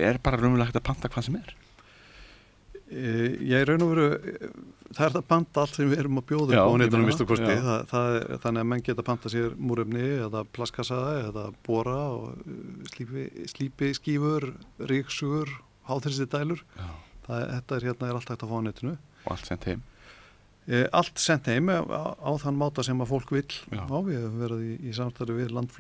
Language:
Icelandic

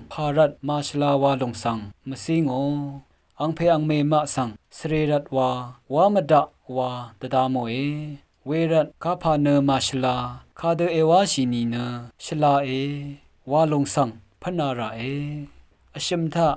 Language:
Rawang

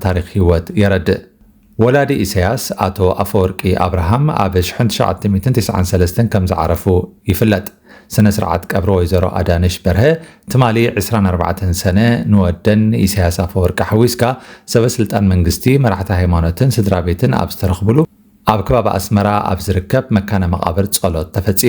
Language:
Tigrinya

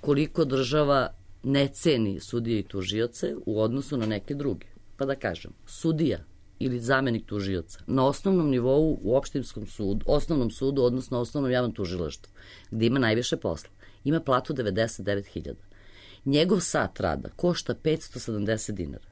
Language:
Serbian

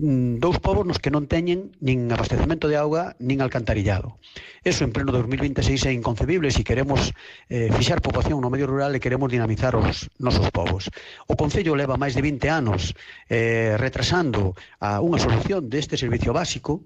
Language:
Galician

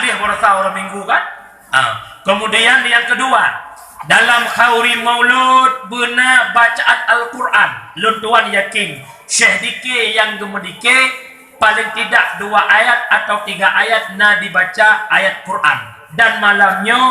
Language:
Achinese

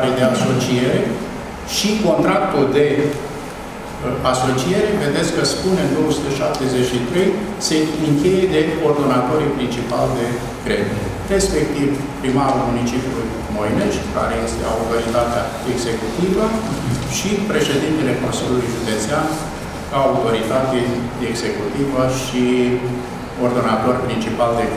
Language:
Romanian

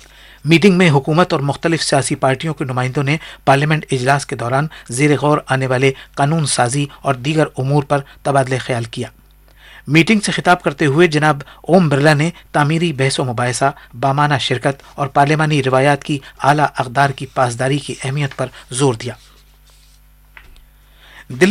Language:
Urdu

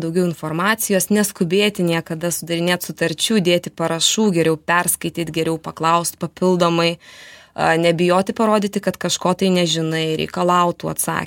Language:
Lithuanian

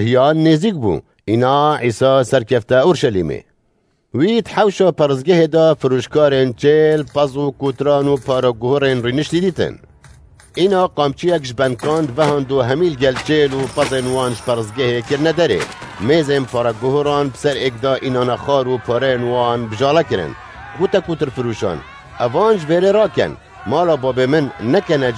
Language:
Kurdish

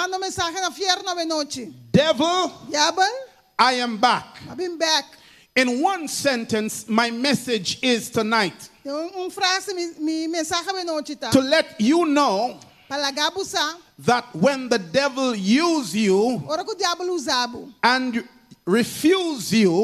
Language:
Papiamento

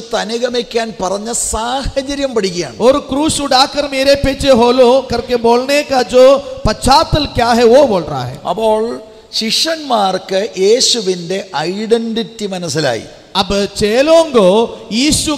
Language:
Malayalam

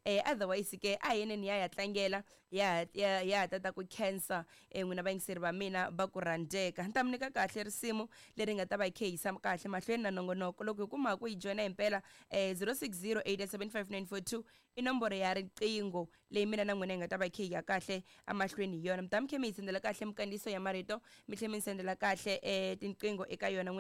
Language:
Tsonga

